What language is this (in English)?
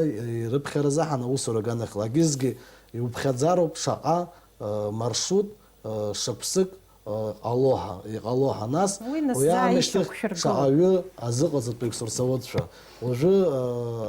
Abkhazian